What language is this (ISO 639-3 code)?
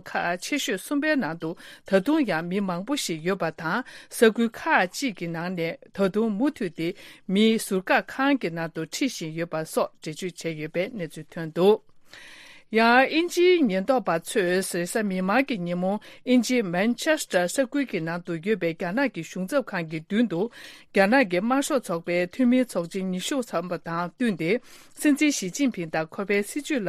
bod